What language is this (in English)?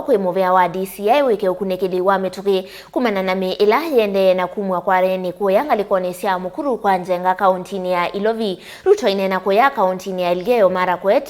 Kamba